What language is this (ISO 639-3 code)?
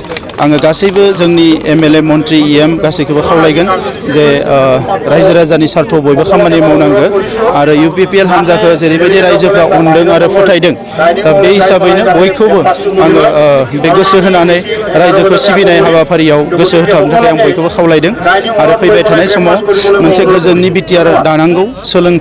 brx